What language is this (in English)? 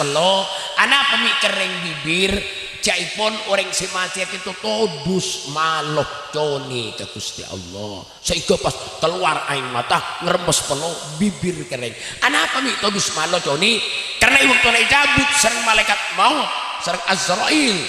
Madurese